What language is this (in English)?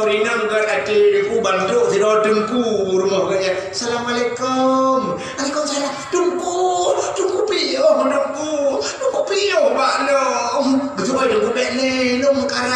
Achinese